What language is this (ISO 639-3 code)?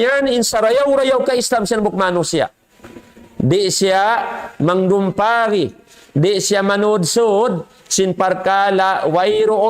tsg